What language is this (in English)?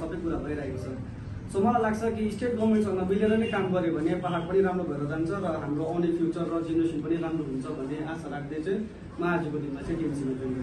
Nepali